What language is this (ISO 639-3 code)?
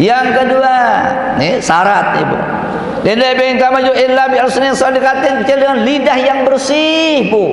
sas